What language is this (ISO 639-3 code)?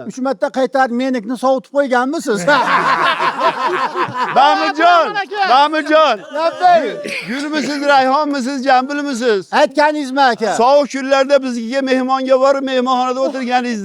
uzb